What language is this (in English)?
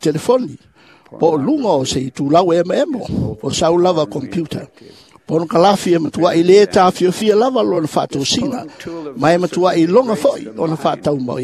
Samoan